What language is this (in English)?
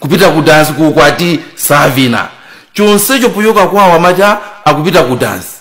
Nyanja